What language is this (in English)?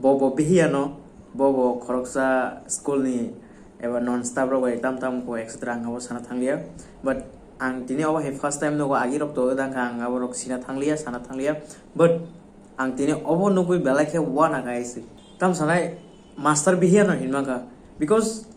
Kok Borok